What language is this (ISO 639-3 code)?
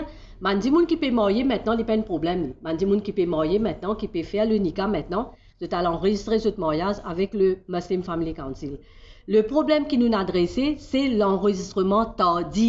mfe